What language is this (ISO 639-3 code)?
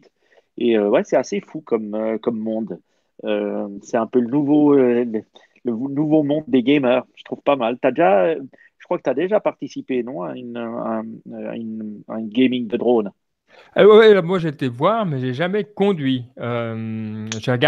fra